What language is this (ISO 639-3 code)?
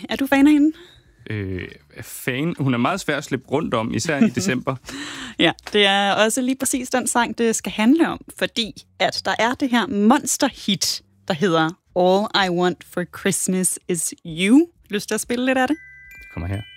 dan